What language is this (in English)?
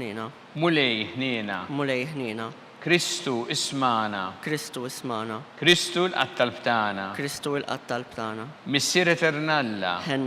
Maltese